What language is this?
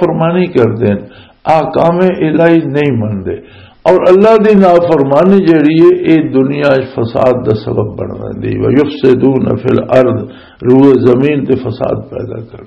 Western Panjabi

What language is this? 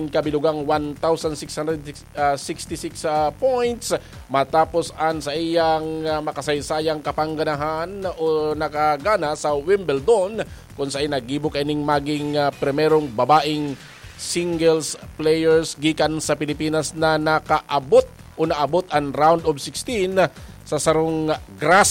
Bikol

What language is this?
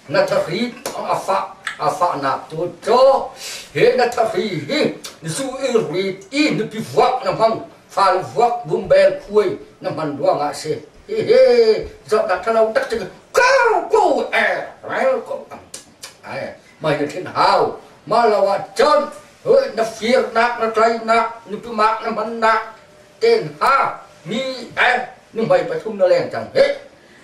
Hakha Chin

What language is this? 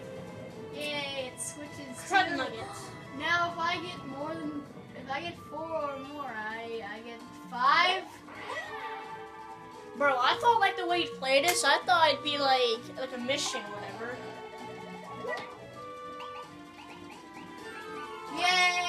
English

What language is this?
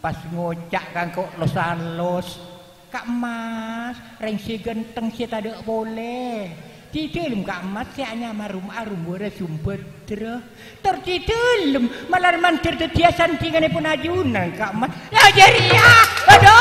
Madurese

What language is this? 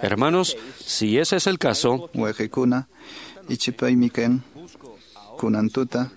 Quechua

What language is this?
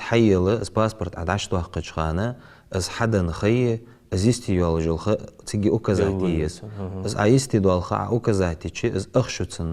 Ingush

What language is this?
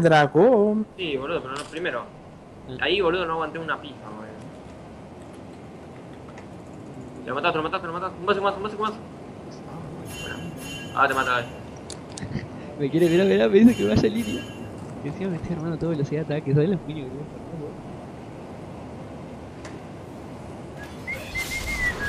Spanish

